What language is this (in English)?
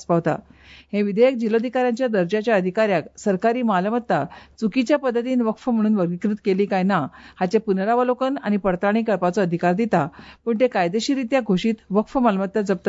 Konkani